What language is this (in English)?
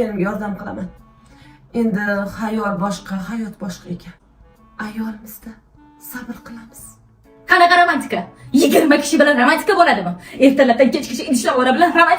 Uzbek